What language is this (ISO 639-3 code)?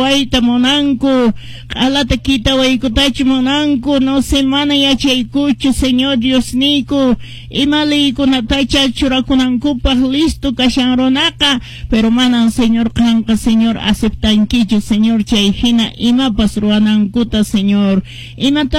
que